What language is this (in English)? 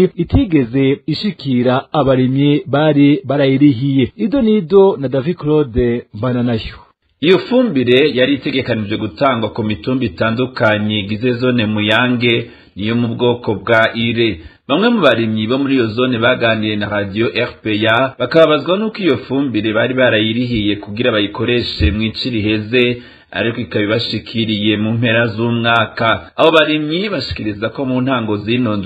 Rundi